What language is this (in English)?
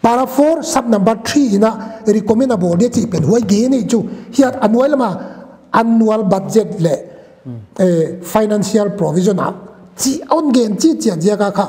Paite Chin